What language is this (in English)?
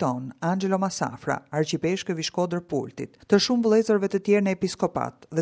Albanian